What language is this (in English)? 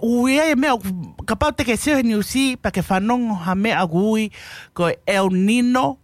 Tongan